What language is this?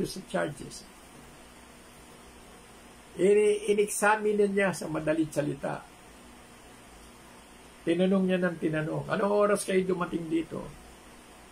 Filipino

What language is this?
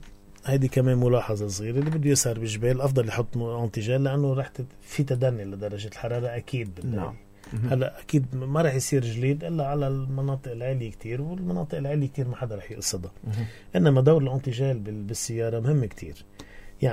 North Levantine Arabic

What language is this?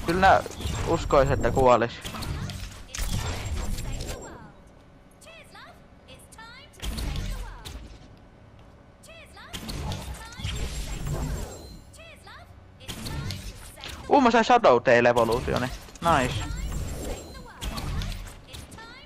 Finnish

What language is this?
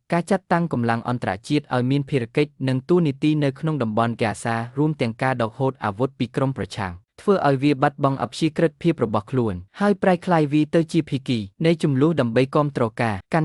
Khmer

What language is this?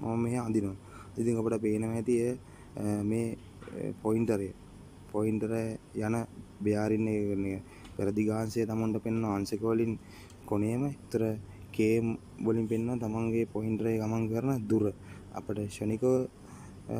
Sinhala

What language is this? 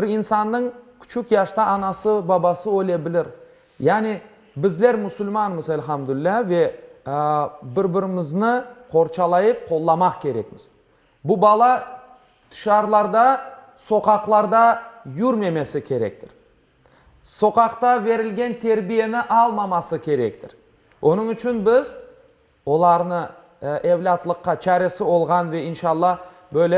Crimean Tatar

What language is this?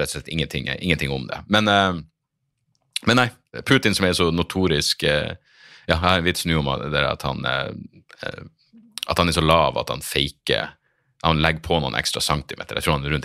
Norwegian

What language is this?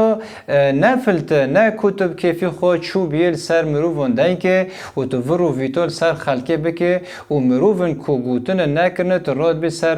Kurdish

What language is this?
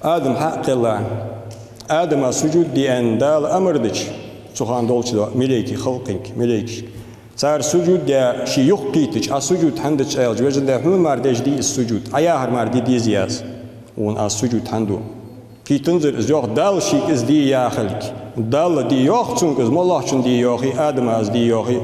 Ingush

